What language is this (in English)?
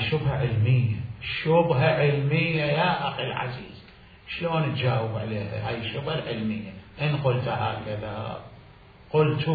Mesopotamian Arabic